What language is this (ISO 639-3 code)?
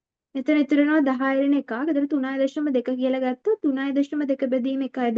sin